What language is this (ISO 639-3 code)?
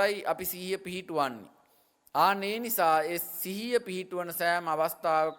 sin